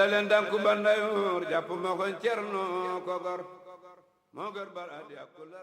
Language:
Wolof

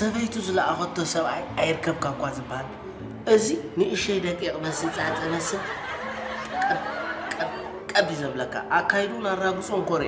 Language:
Tigrinya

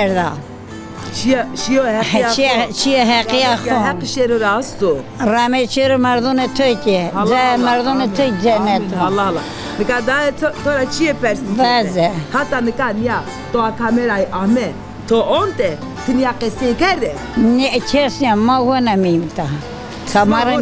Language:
Zaza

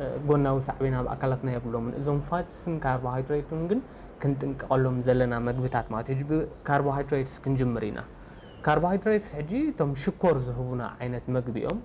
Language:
Tigrinya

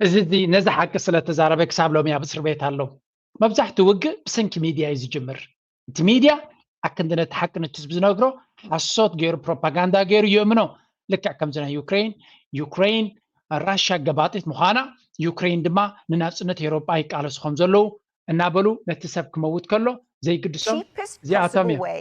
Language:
Tigrinya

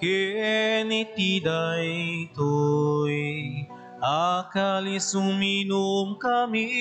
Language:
Iloko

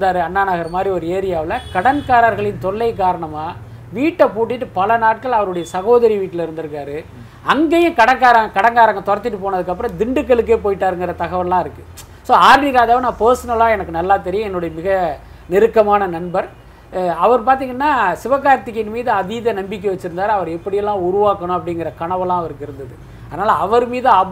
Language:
Tamil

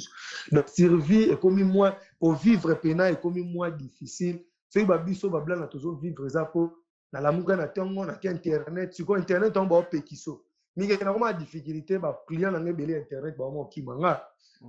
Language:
Lingala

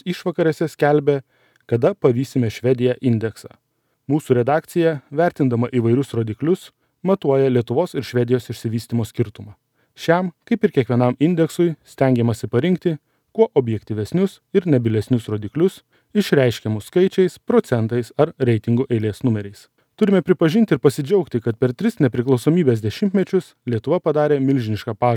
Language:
Lithuanian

